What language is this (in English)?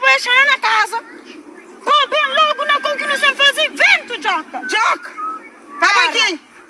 Kabuverdianu